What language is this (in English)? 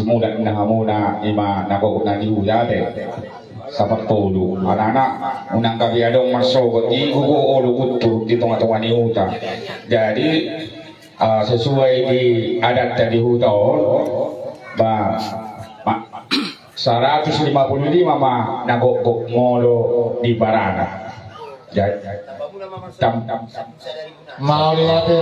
Batak Toba